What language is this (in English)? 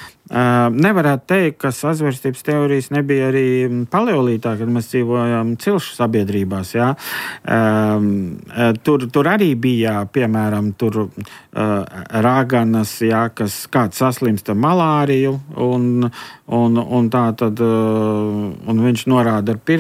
Latvian